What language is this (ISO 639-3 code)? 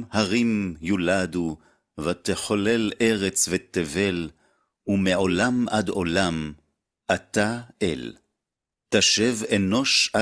heb